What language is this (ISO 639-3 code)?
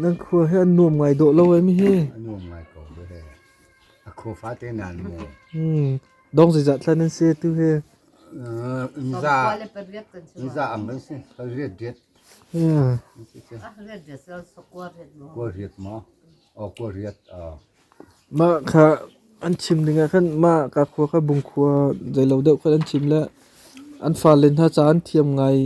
cnh